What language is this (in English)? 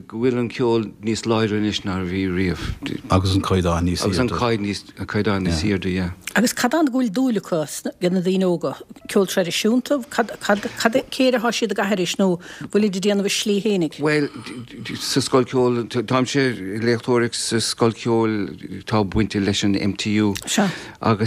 Irish